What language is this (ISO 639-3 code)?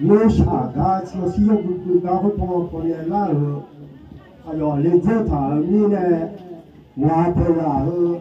ahk